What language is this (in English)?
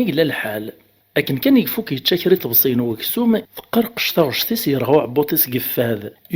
Kabyle